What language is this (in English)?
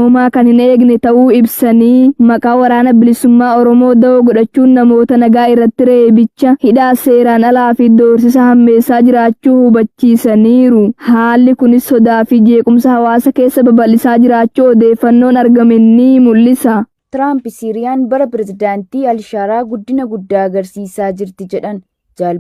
Oromo